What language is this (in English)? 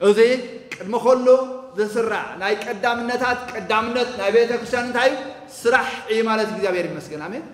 Tigrinya